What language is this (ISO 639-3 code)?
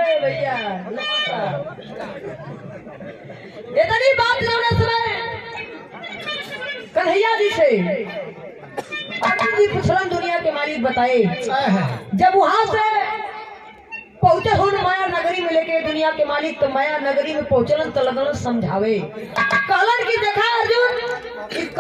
bho